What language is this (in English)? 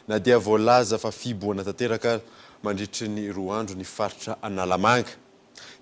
Malagasy